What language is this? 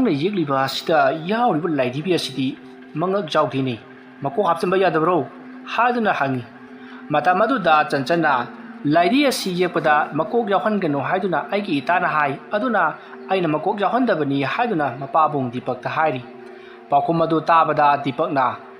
Manipuri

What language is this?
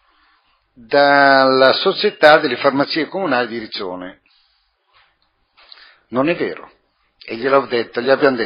Italian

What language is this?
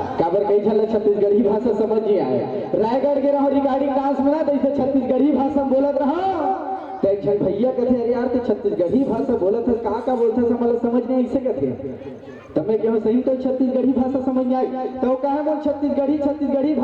Chhattisgarhi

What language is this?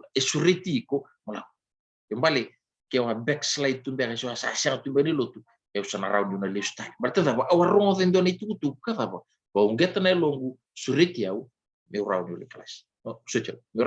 Fijian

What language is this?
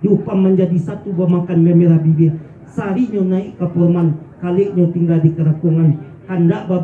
Minangkabau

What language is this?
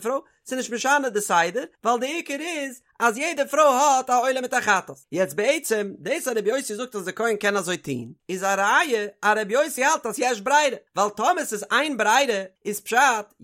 Yiddish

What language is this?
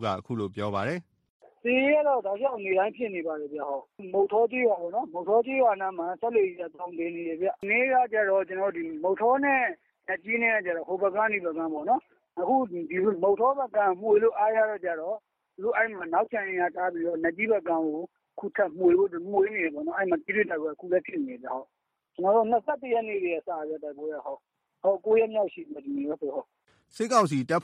Burmese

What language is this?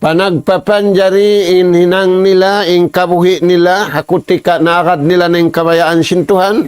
Tausug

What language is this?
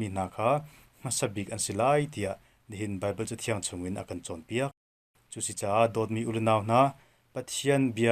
Hakha Chin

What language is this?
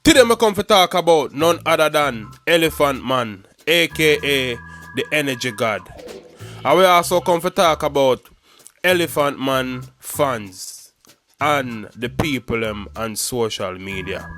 Jamaican Creole English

